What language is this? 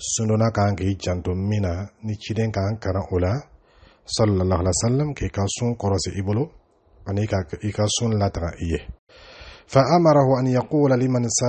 Dyula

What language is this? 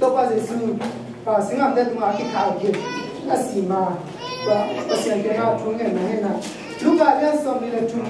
Tedim Chin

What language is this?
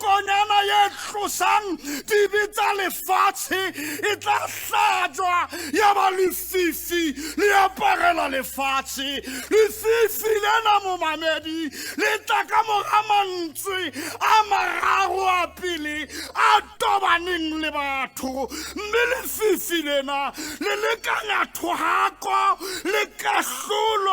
Southern Sotho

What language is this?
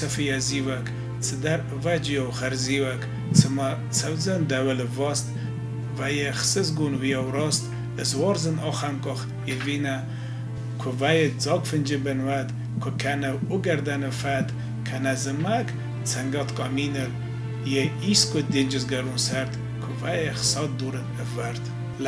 Ossetic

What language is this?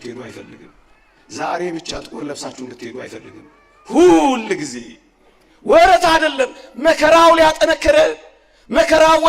Amharic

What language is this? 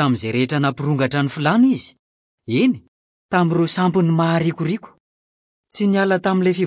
Malagasy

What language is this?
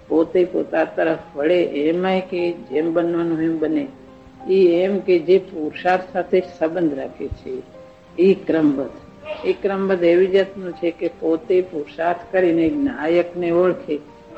Gujarati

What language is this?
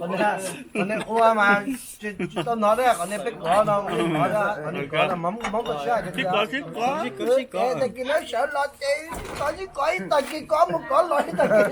Hmong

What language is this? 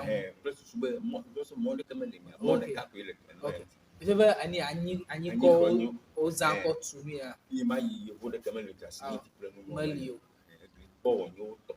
Ewe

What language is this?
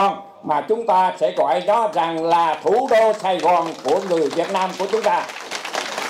Vietnamese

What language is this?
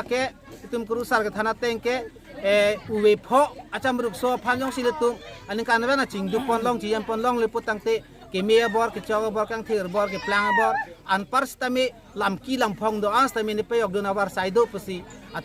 Karbi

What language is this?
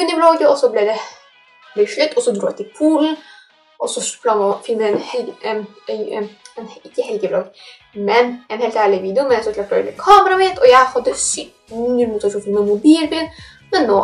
Norwegian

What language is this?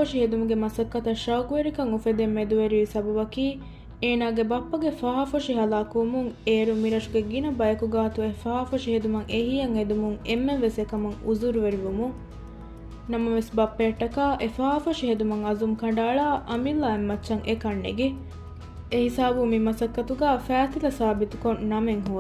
Divehi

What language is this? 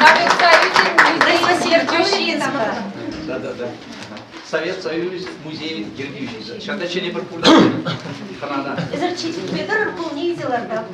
Chuvash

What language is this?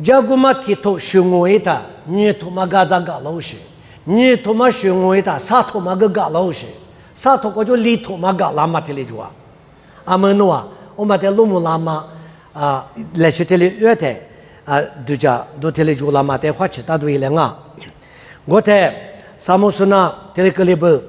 Lisu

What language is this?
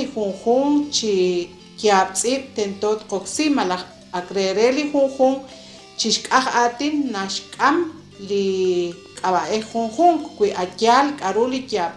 Kekchí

